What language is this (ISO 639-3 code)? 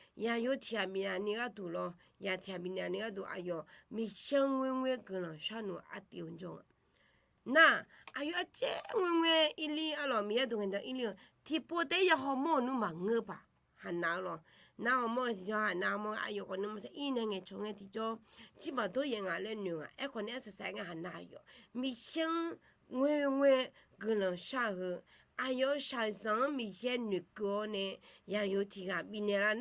ahk